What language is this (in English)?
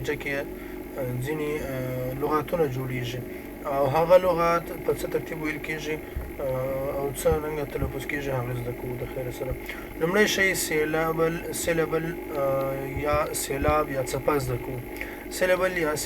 Pashto